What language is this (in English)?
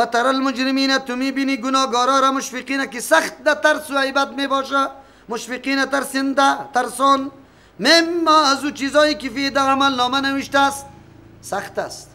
Persian